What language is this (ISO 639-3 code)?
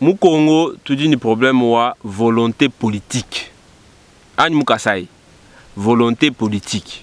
lua